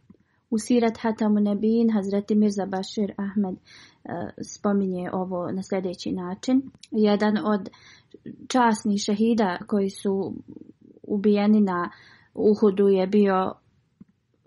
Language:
Bosnian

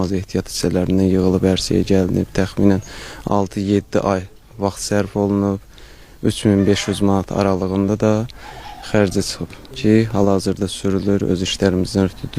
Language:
Azerbaijani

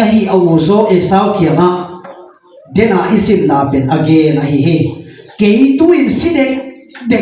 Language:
Tedim Chin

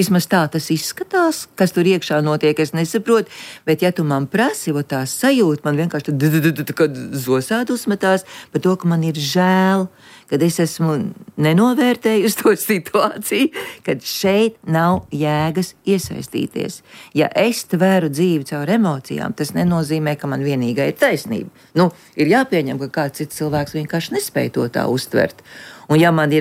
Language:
Latvian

